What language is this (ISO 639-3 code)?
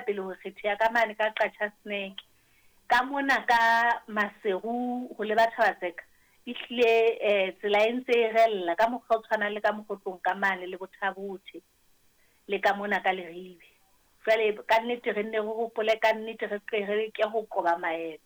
sot